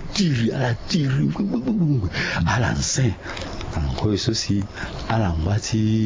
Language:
Sango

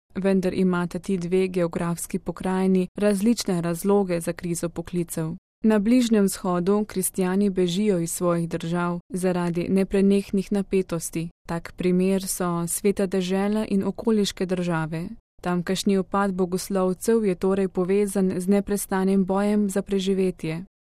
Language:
Slovenian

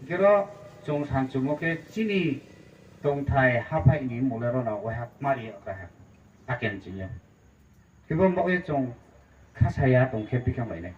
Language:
Riang (India)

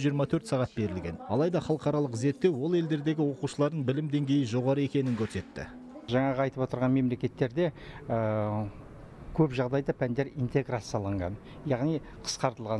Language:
Kazakh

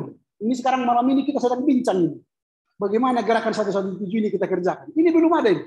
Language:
Indonesian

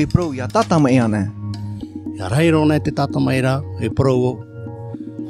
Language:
Tahitian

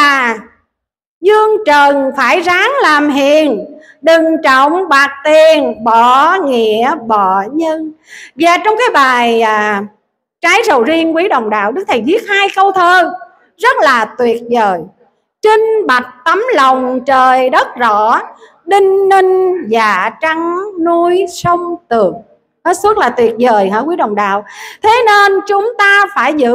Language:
Vietnamese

